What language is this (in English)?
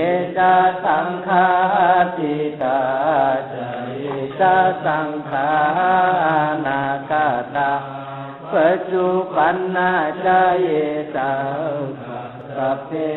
Pali